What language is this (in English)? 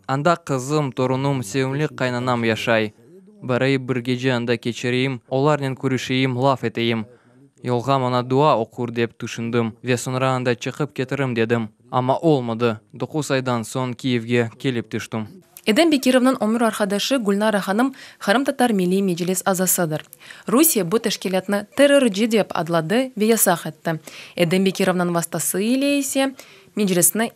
Crimean Tatar